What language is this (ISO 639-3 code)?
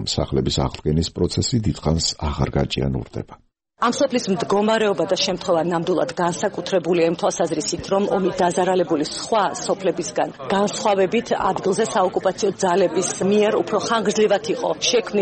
kat